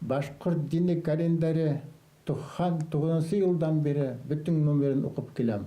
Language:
Bashkir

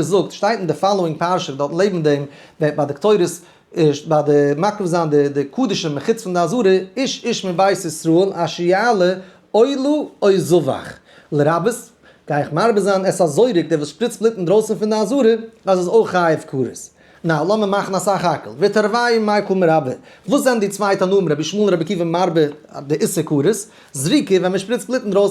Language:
Yiddish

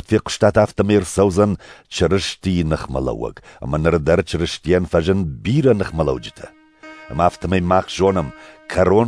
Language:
Ossetic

